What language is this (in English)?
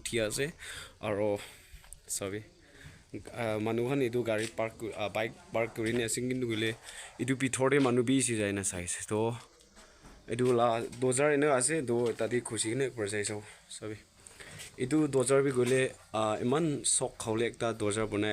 Naga Pidgin